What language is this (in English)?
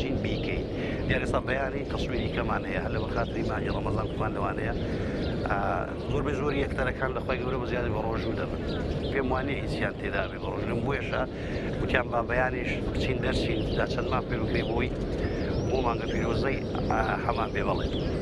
Central Kurdish